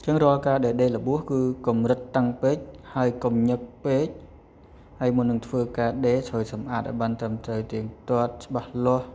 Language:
Khmer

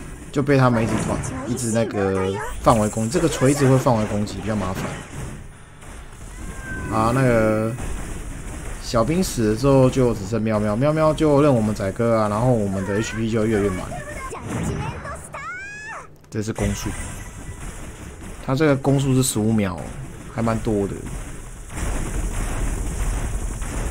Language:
Chinese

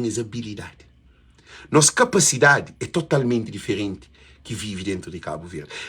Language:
Kabuverdianu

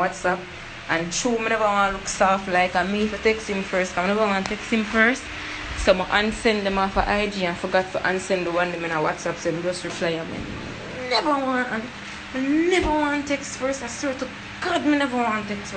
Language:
Jamaican Creole English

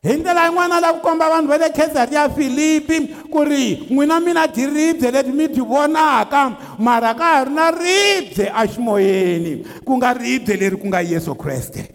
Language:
Tsonga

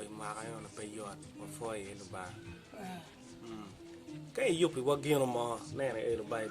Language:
Acoli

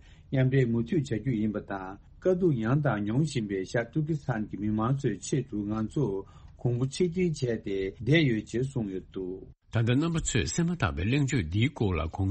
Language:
Tibetan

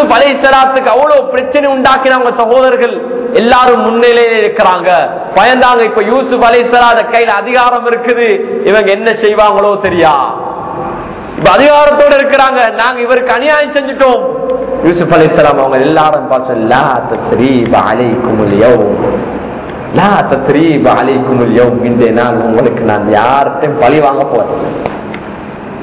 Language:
Tamil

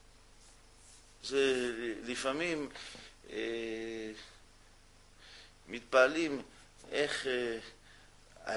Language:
Hebrew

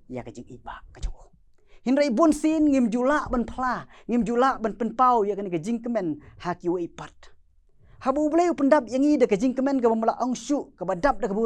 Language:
Khasi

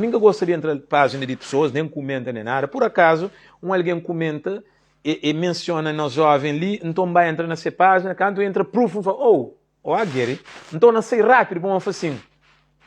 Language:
Kabuverdianu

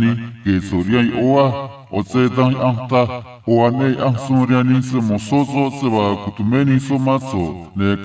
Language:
Copala Triqui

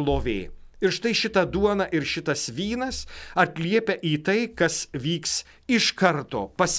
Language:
Lithuanian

